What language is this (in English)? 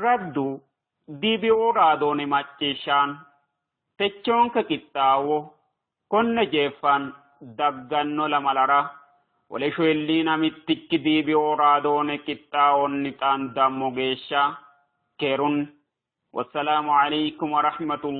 Sidamo